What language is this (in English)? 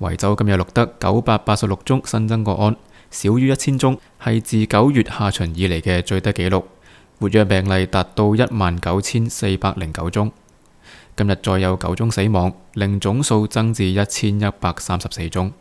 Cantonese